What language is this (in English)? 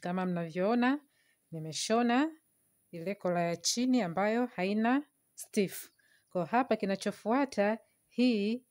Swahili